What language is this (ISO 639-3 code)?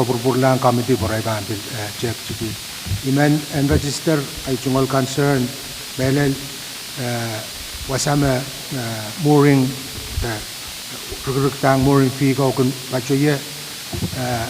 pon